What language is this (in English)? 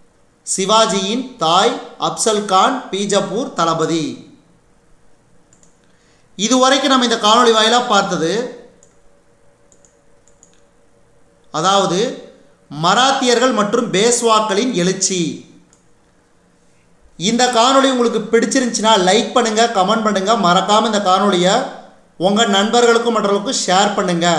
Tamil